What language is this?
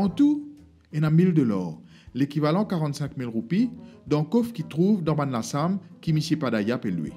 Morisyen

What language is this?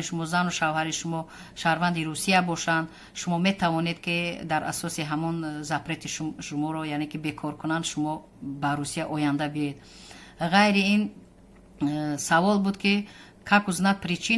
Tajik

